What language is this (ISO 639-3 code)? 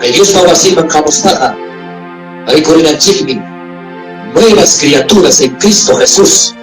quy